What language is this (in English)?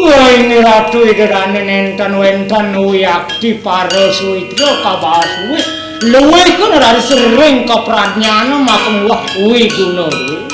Balinese